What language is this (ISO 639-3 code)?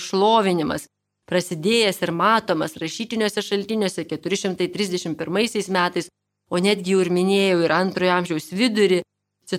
lit